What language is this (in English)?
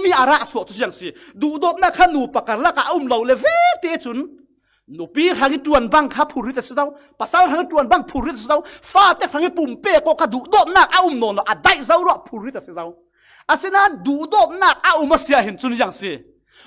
Falam Chin